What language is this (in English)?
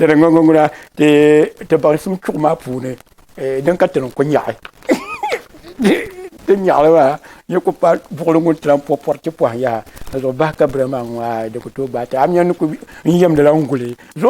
Dagbani